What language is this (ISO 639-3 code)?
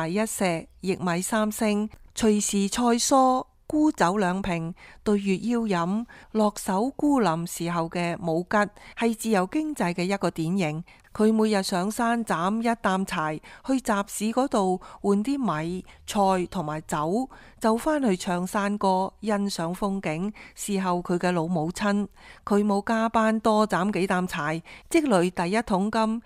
yue